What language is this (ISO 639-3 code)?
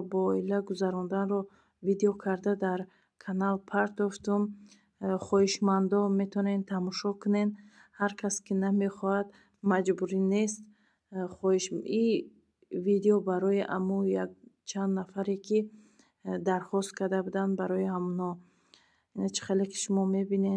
tgk